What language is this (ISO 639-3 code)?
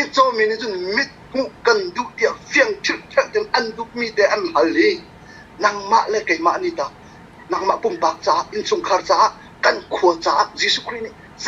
cnh